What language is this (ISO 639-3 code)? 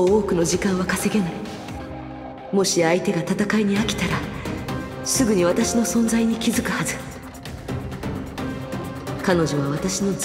jpn